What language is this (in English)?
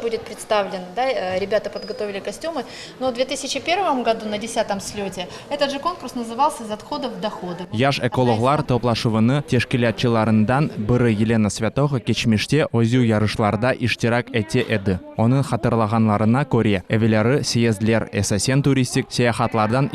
Crimean Tatar